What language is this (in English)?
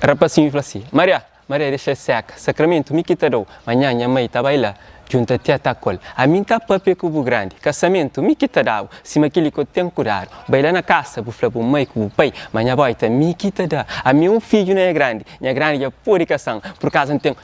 Kabuverdianu